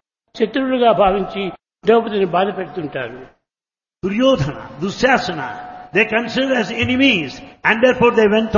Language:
Telugu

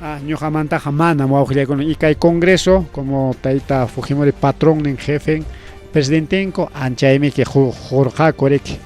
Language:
Ayacucho Quechua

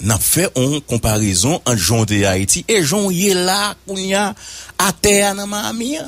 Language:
Haitian Creole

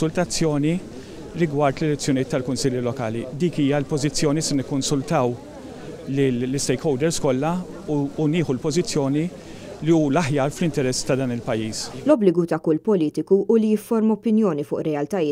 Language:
Maltese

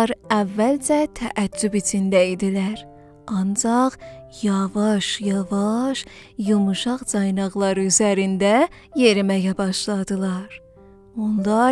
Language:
South Azerbaijani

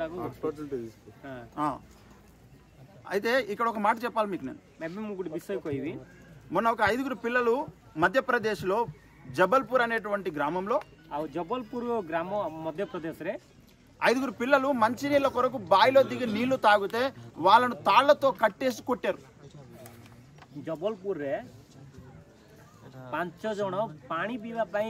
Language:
Telugu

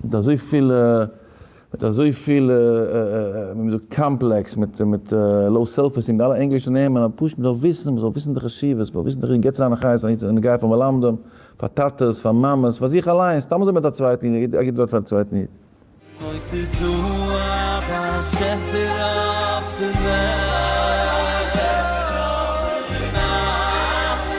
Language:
Yiddish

